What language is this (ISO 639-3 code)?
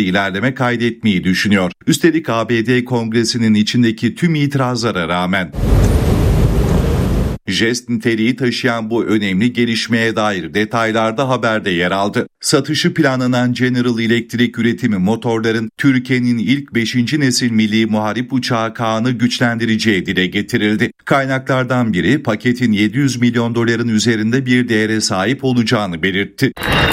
tur